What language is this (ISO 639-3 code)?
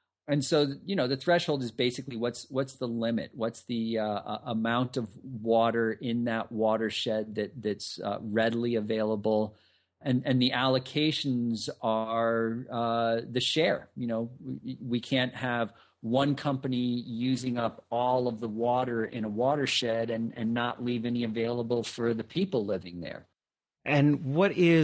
eng